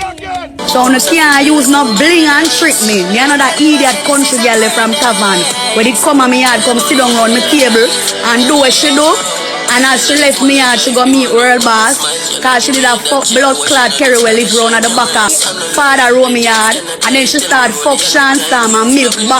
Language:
Jamaican Creole English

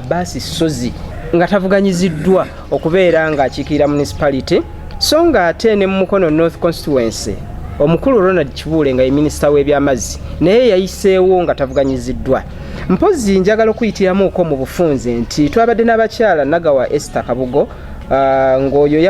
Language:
Ganda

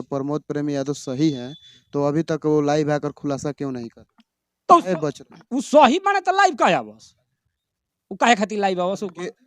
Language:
Bhojpuri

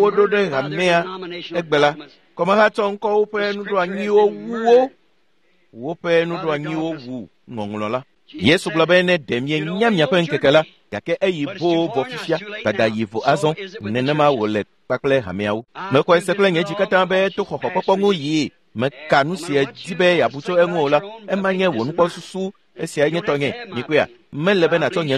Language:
Ewe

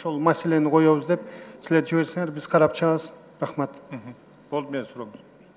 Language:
Kyrgyz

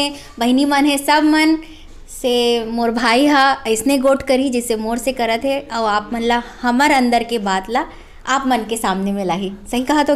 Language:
Chhattisgarhi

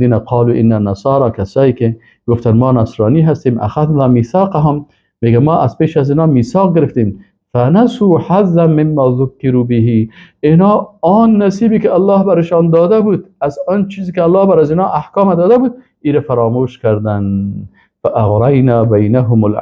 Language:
Persian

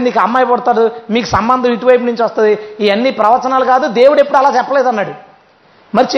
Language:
Telugu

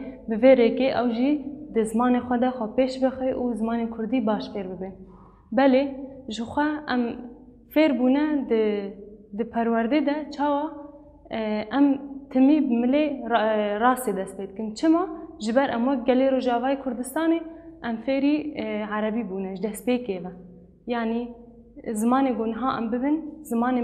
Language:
Kurdish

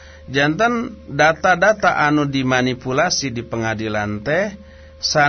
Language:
Sundanese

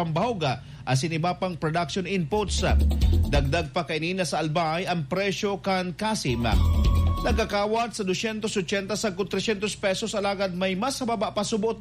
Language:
Bikol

